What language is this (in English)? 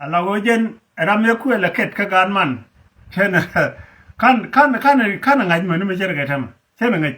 Nuer